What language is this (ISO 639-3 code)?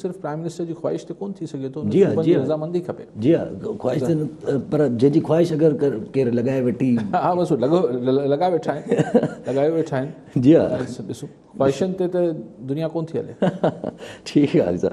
snd